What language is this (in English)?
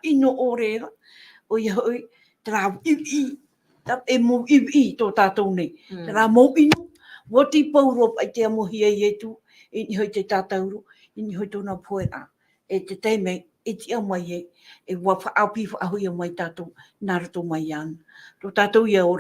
Tahitian